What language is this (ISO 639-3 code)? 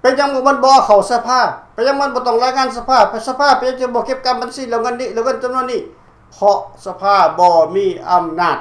lao